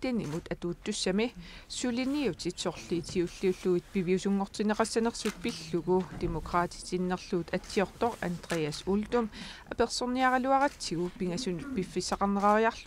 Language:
Kalaallisut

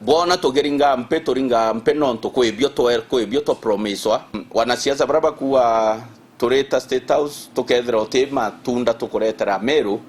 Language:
Meru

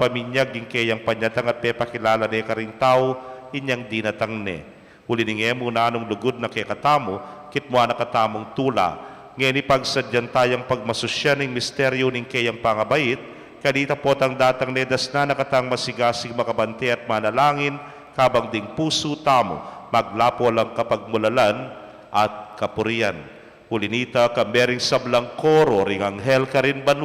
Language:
Pampanga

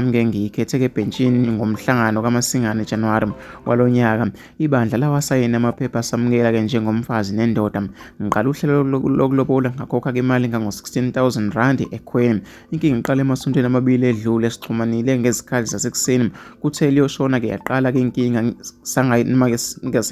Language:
Zulu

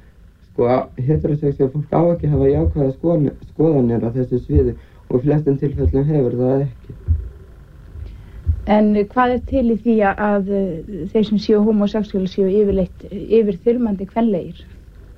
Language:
Icelandic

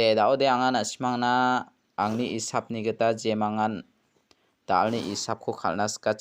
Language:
Garo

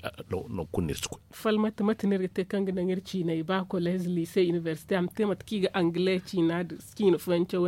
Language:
Zarma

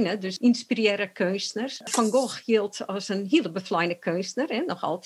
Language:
Western Frisian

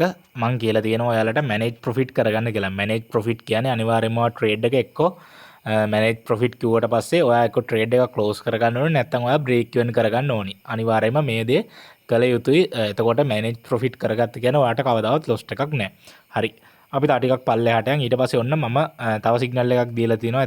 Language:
Sinhala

